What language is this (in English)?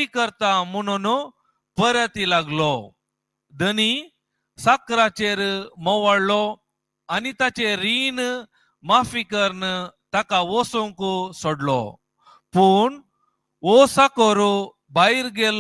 Konkani